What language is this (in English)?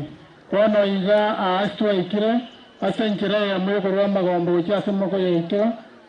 Gusii